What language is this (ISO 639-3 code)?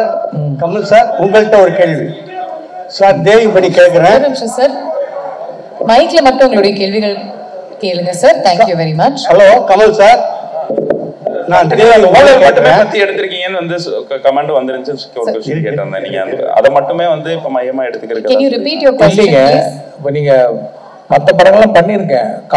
tam